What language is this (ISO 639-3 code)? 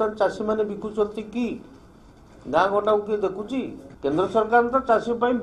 ori